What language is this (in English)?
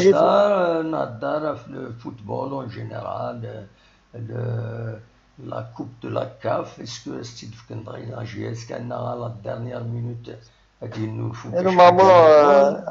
Kabyle